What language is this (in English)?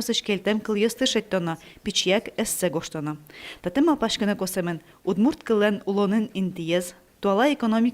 Udmurt